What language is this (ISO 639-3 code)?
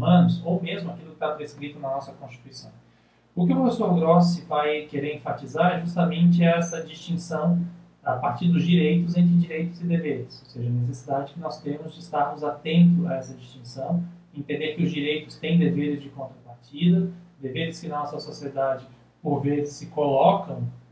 por